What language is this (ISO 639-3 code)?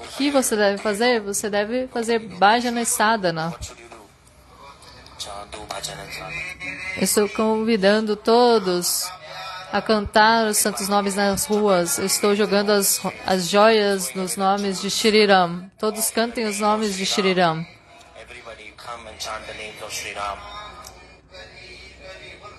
por